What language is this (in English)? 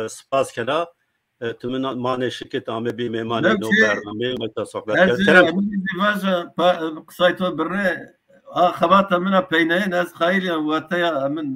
Zaza